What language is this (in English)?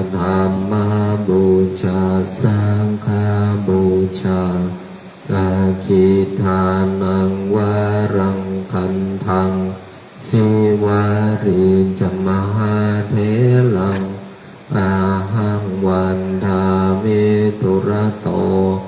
Pali